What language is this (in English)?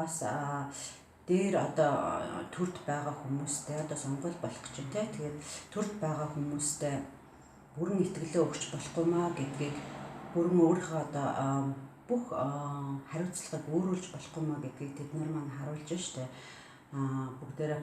Mongolian